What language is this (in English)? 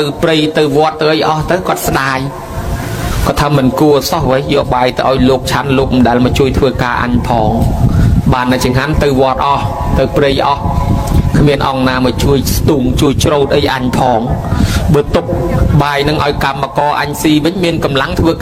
Khmer